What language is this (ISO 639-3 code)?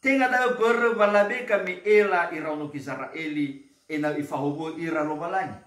nia